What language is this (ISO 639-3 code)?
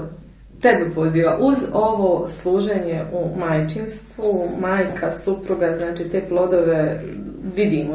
hrv